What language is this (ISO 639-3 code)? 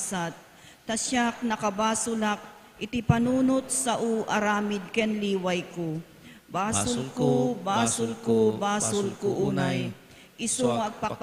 ilo